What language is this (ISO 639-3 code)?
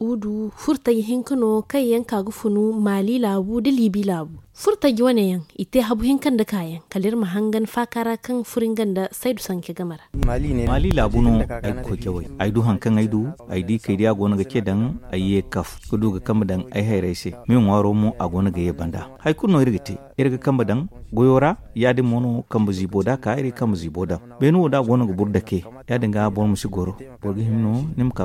dje